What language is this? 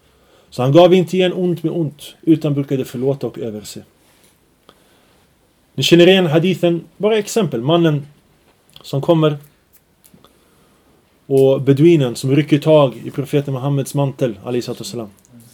Swedish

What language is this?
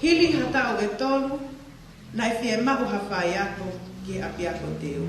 Tongan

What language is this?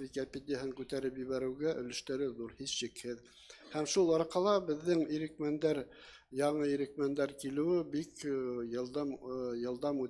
Bashkir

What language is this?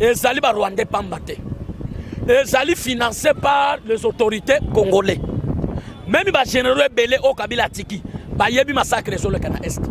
Lingala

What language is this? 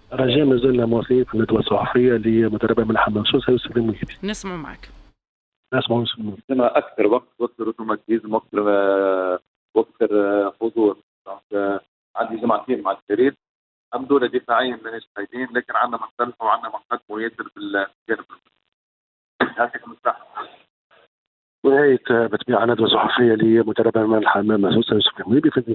Tunisian Arabic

